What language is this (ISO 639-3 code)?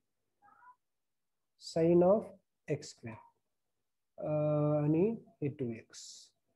mar